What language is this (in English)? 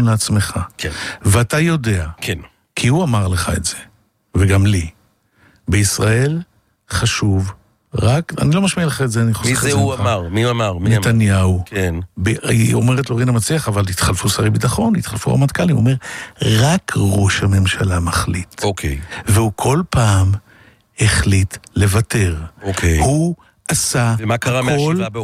Hebrew